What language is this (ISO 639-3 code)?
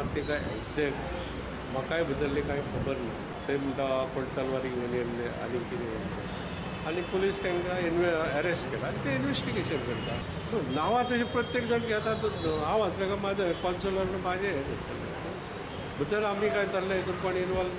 kok